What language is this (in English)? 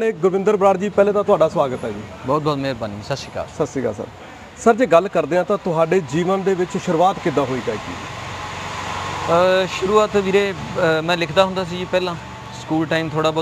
Punjabi